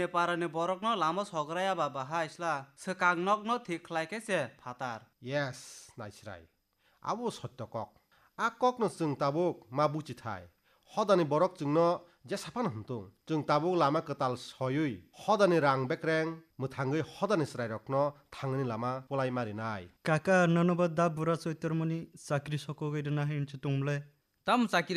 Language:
Kok Borok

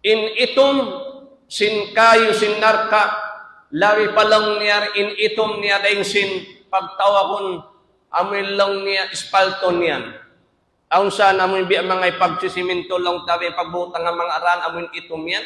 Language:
Tausug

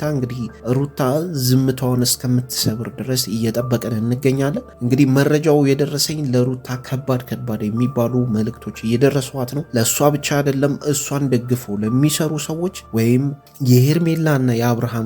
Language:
Amharic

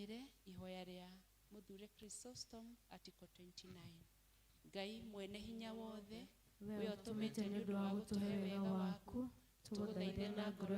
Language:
Kikuyu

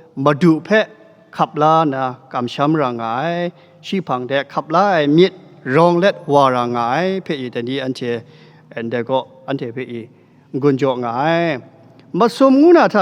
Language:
Kachin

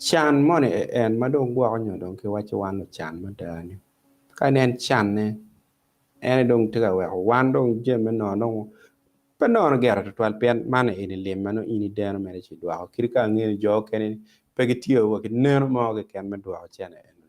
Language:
Acoli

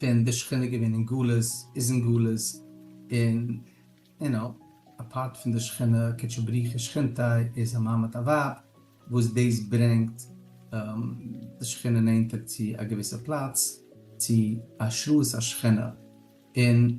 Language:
Yiddish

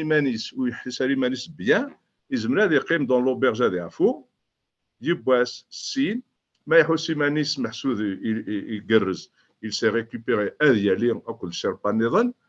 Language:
Kabyle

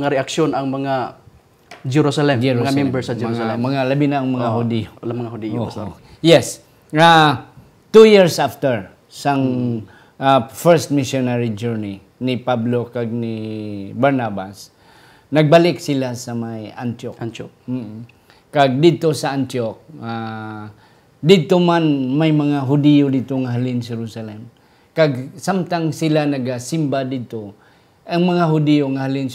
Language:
Hiligaynon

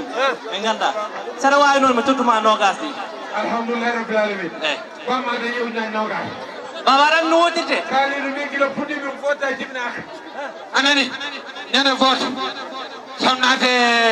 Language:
Fula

